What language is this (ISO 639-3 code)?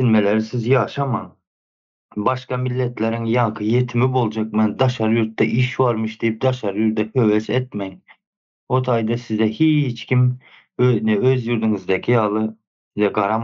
tuk